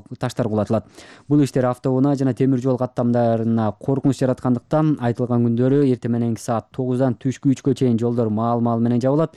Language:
Kyrgyz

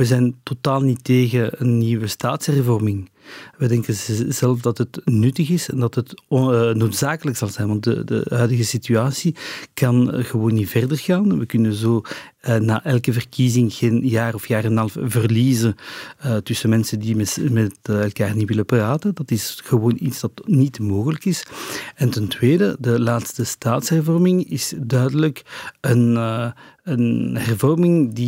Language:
Dutch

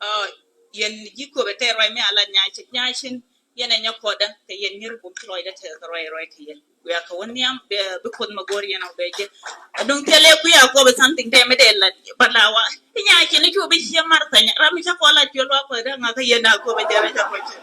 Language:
Nuer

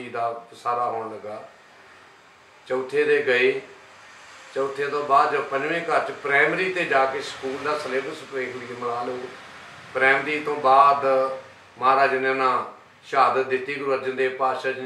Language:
Punjabi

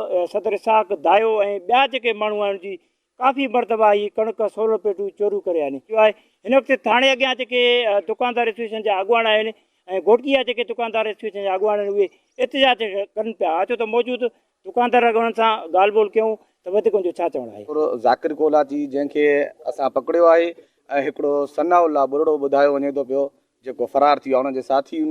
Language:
Sindhi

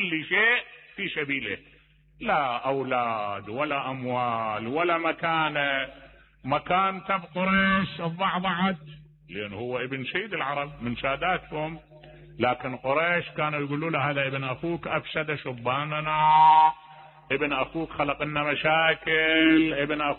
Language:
Mesopotamian Arabic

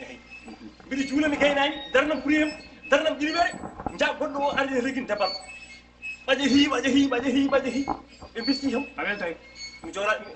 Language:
Fula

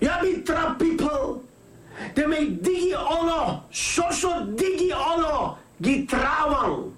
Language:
Sranan Tongo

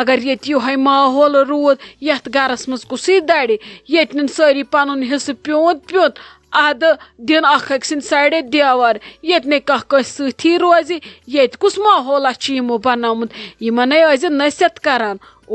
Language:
Kashmiri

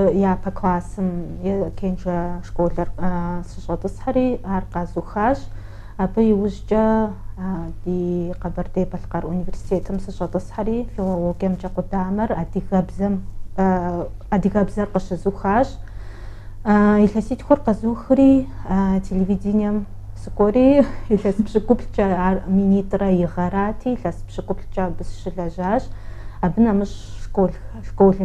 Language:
Kabardian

